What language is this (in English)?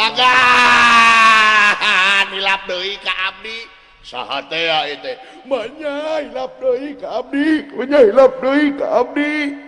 Sundanese